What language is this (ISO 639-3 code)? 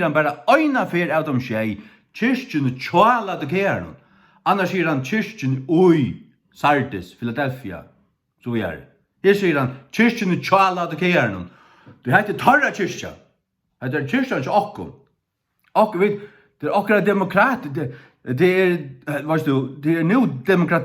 fao